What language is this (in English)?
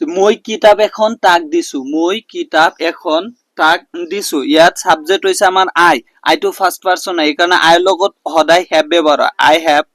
Assamese